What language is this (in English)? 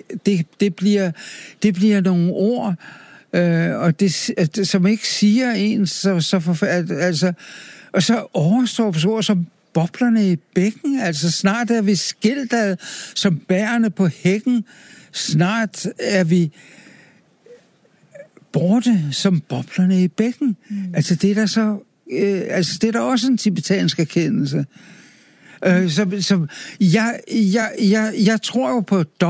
Danish